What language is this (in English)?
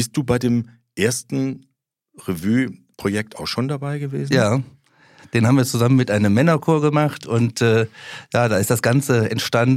German